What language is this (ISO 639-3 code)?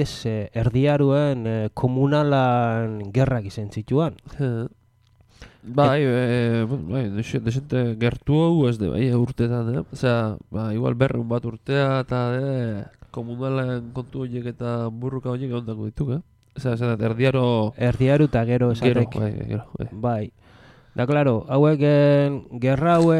eus